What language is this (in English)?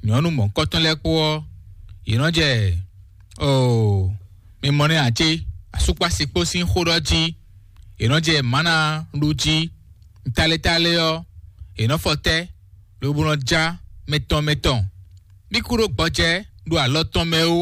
Fon